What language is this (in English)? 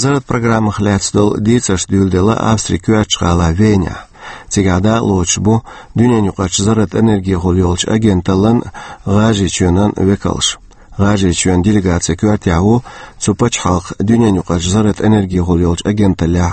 Chechen